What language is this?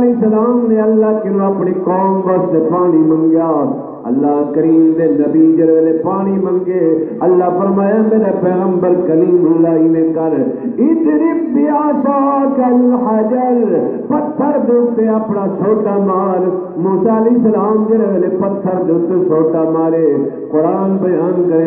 Saraiki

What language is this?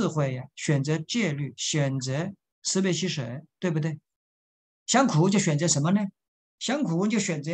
Chinese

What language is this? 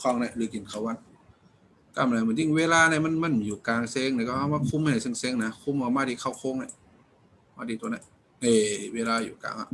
Shan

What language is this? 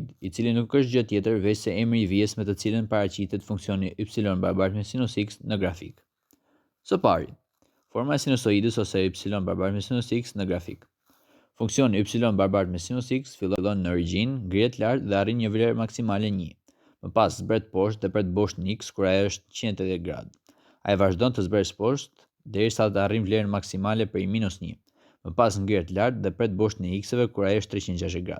Albanian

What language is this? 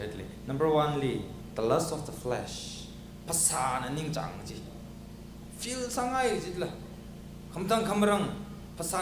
Tangkhul Naga (India)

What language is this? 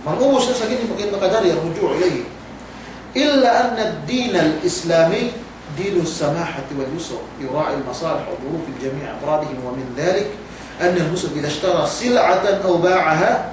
Yakan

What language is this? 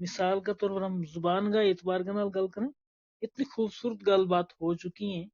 Gujari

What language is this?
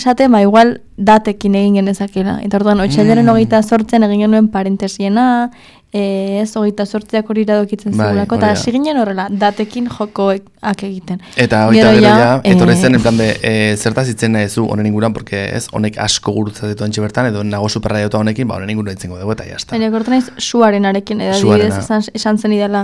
Basque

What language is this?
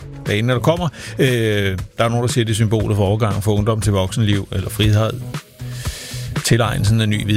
Danish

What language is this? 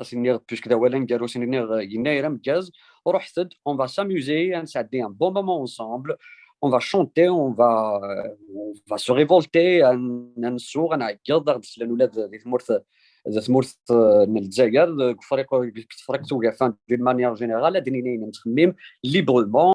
Kabyle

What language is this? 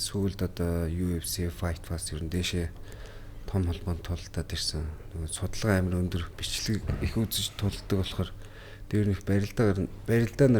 Mongolian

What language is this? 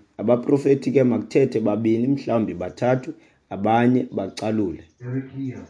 Xhosa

